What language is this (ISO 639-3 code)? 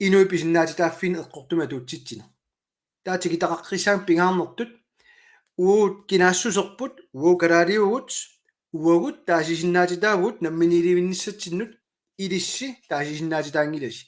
kal